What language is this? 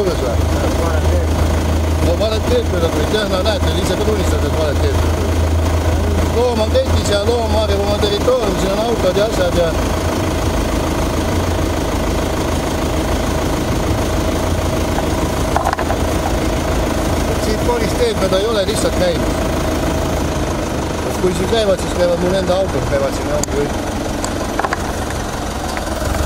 Estonian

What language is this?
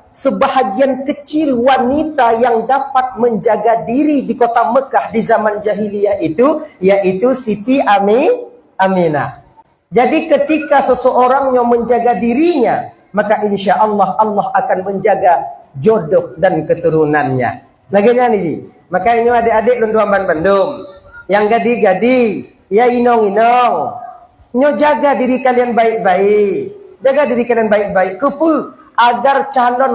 Achinese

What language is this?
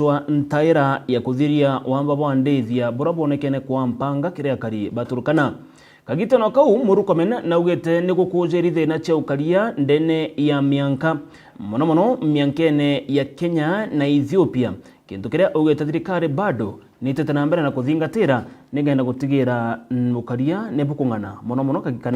Meru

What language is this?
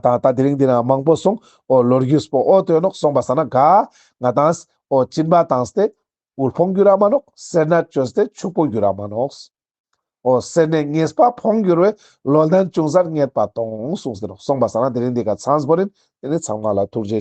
Ladakhi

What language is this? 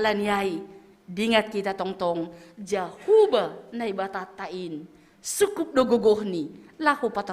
Batak Simalungun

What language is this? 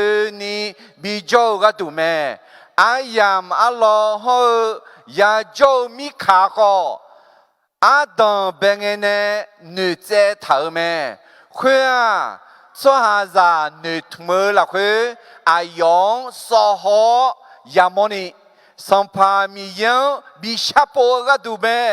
Akha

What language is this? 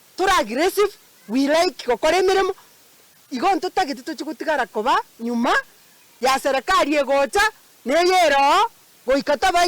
Gusii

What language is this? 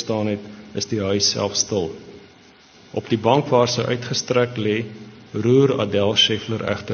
Afrikaans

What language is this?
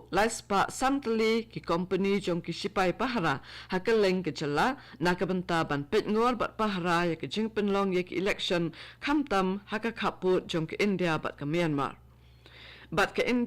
Khasi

